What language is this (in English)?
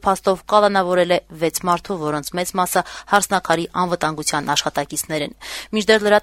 Armenian